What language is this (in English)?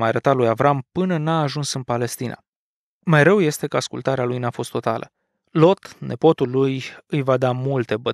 Romanian